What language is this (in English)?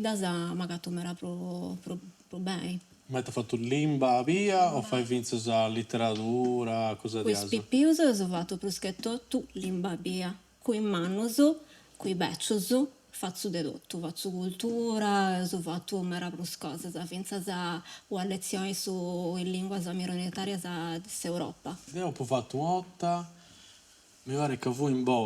Sardinian